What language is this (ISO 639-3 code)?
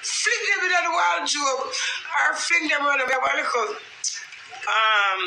jam